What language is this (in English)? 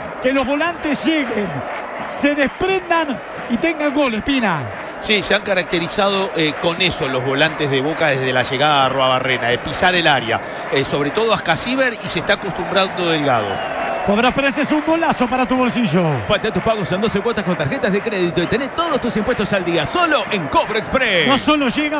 Spanish